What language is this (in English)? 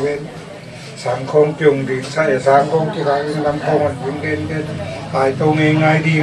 Tedim Chin